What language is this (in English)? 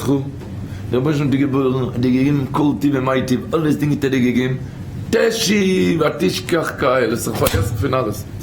Yiddish